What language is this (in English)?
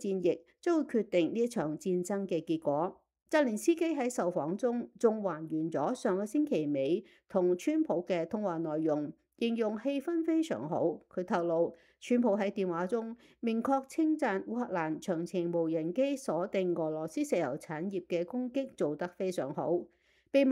Cantonese